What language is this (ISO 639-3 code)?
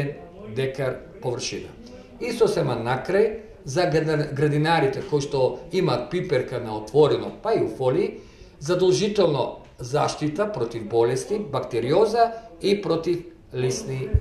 mkd